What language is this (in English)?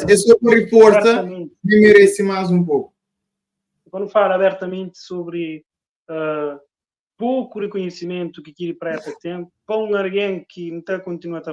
Kabuverdianu